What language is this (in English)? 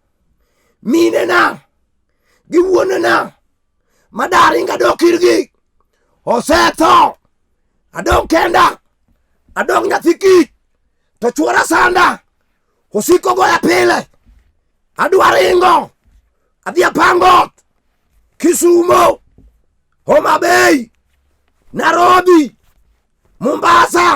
Luo (Kenya and Tanzania)